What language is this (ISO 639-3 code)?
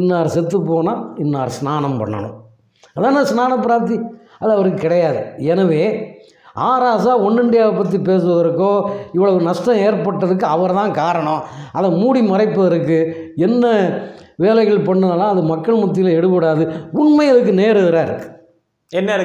tam